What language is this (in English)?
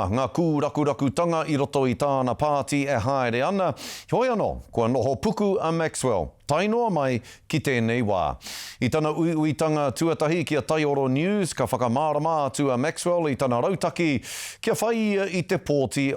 Māori